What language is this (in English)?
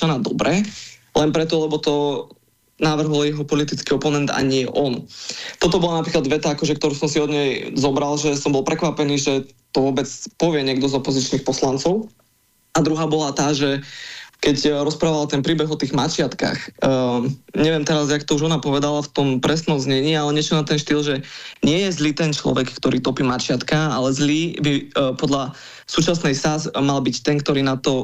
Slovak